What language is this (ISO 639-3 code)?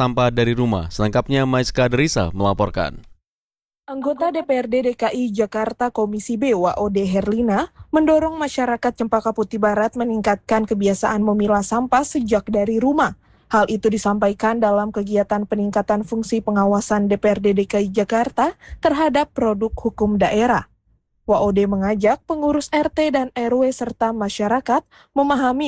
ind